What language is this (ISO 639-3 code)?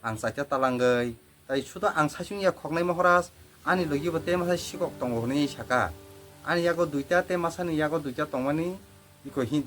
trp